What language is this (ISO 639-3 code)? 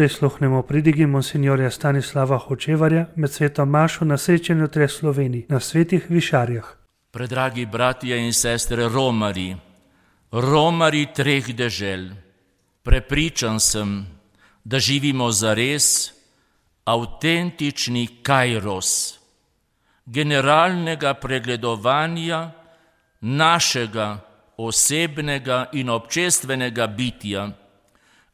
slv